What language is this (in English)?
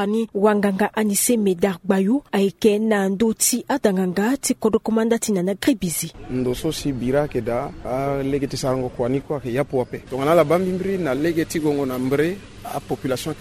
Sango